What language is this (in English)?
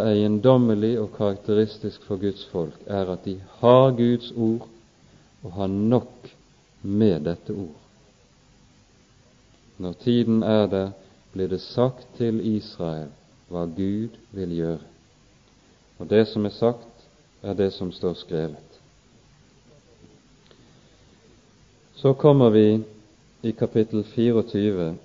Norwegian